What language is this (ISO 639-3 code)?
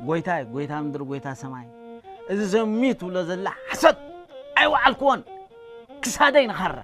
tir